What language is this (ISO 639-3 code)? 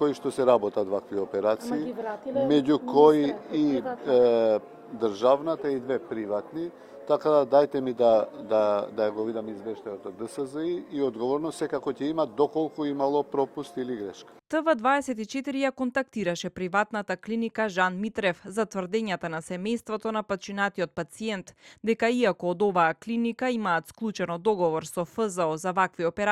mkd